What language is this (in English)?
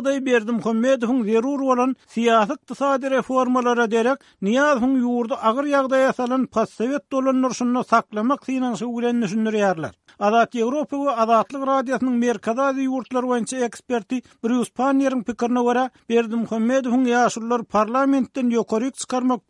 Turkmen